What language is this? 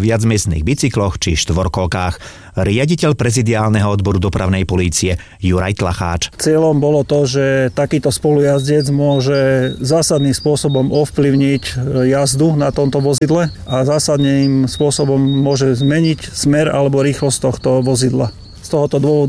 Slovak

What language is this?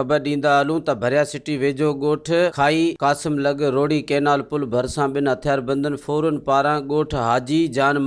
Sindhi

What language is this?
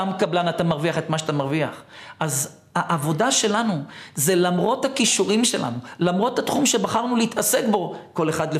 Hebrew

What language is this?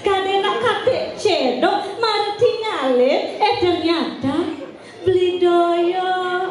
Balinese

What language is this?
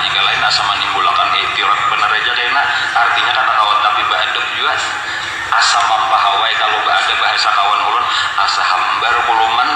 Banjar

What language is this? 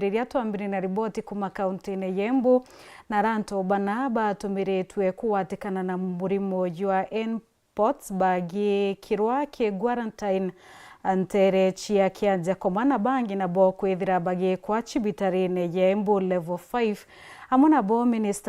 Meru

